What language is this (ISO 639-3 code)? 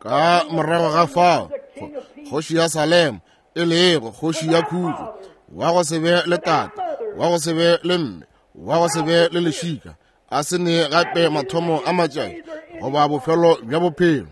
nso